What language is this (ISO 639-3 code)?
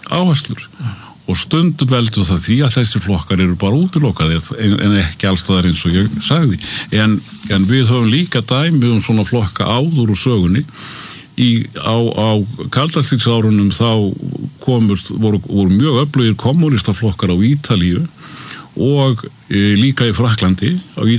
isl